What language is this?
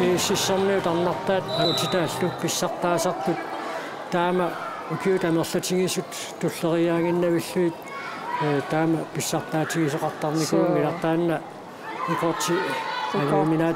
Kalaallisut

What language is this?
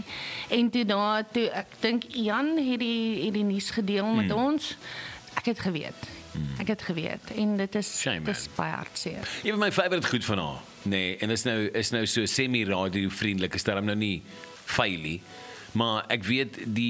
Afrikaans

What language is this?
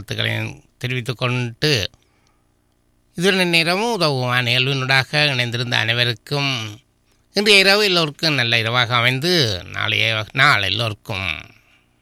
Tamil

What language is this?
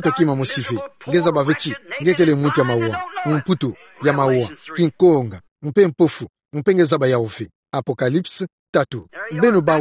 Kituba (Democratic Republic of Congo)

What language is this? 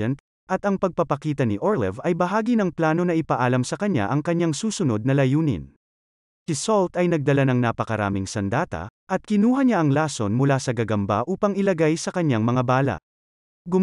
Filipino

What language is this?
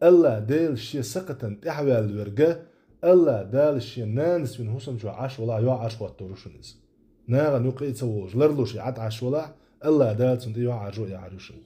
Chechen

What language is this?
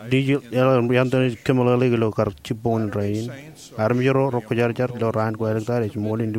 Marshallese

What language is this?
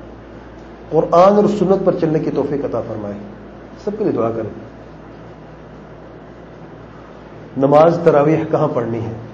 Urdu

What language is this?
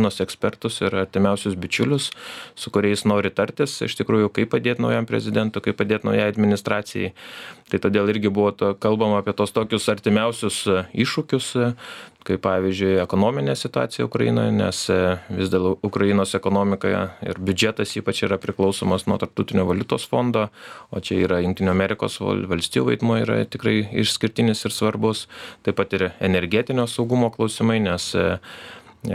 Lithuanian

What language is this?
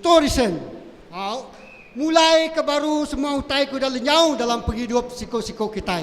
Iban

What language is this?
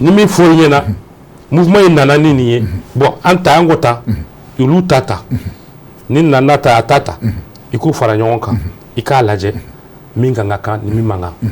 Bambara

